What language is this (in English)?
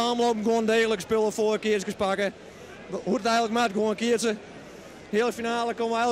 Western Frisian